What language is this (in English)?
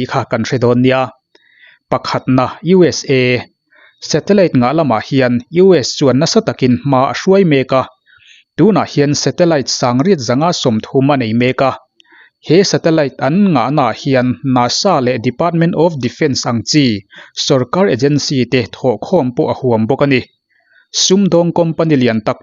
Mizo